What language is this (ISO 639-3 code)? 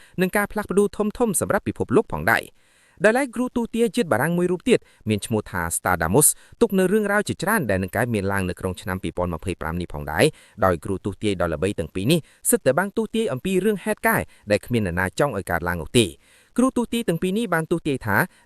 khm